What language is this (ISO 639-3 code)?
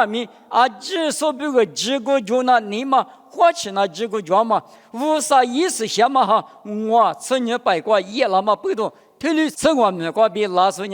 lis